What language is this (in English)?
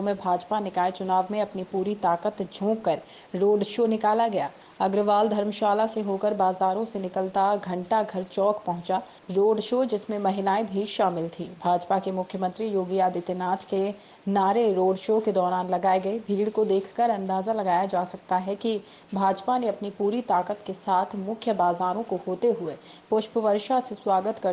Hindi